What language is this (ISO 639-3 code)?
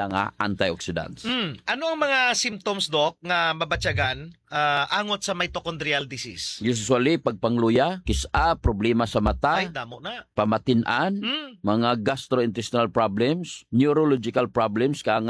hil